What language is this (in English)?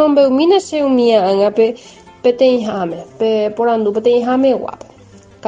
Guarani